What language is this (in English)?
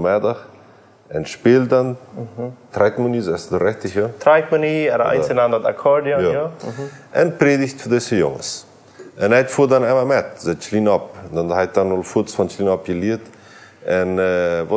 Plautdietsch